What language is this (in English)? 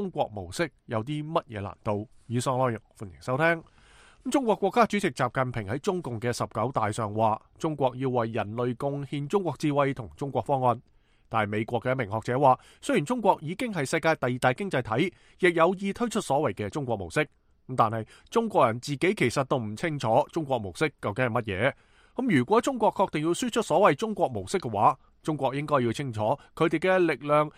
Cantonese